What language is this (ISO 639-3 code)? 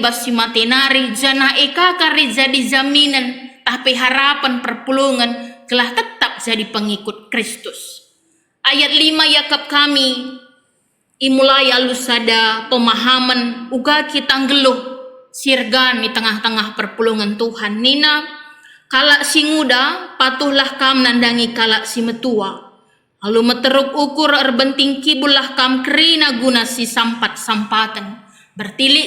btx